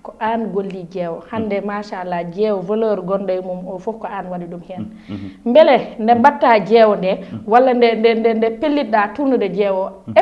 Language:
Fula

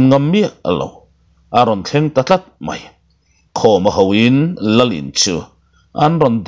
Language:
Mizo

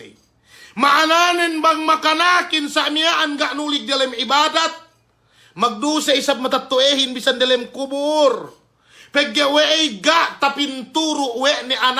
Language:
Yakan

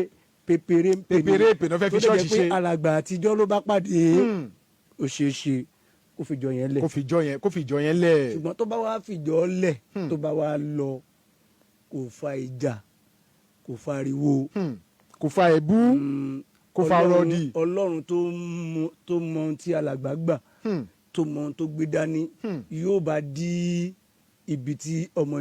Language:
Yoruba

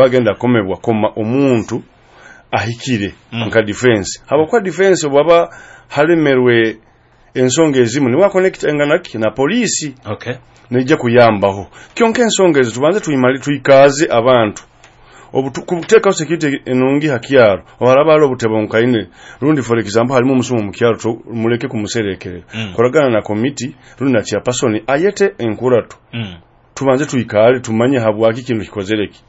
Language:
Nyoro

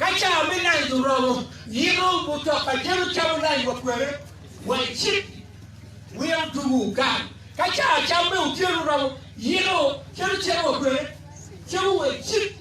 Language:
Acoli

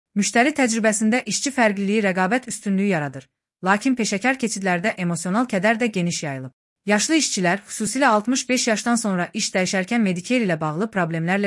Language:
Azerbaijani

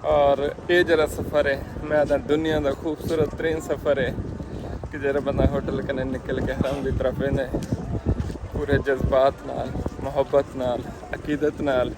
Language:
Saraiki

